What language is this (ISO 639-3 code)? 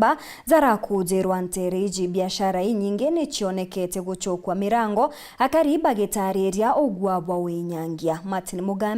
mer